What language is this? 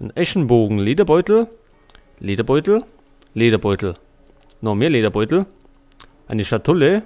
Bavarian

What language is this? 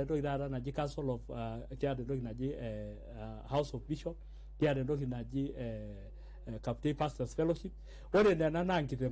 Masai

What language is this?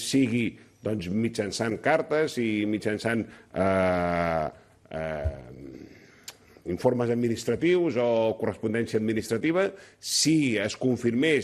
Catalan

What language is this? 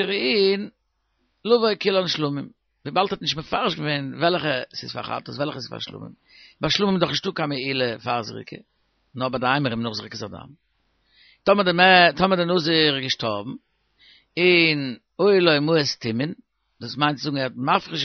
Yiddish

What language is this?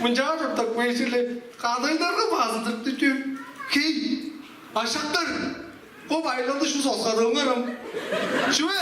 Tuvinian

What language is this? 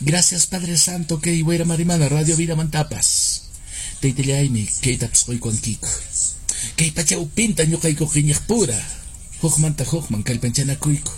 Quechua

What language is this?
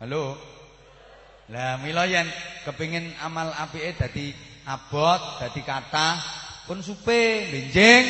Javanese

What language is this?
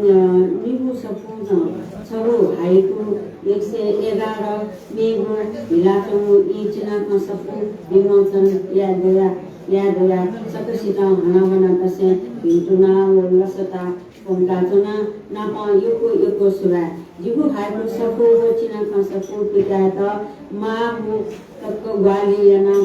Newari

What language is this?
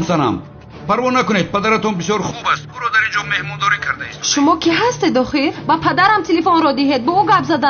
Tajik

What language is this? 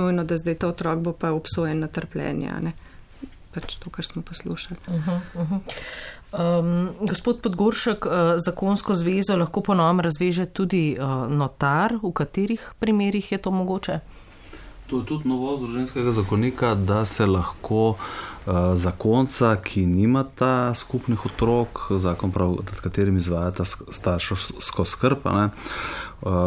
Slovenian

